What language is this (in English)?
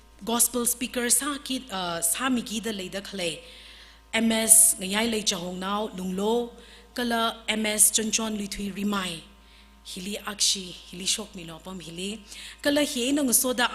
Tangkhul Naga (India)